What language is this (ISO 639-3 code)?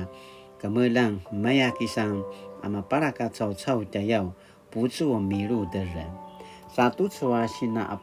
pwn